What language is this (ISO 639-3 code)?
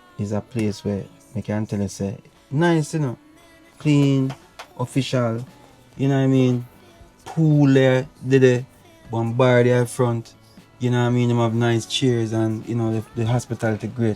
jam